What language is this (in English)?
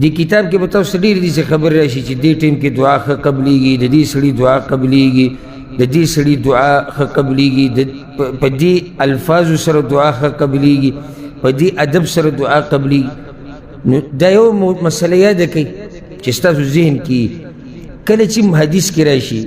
Pashto